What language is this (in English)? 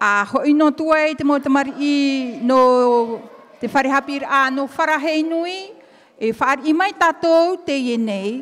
Tahitian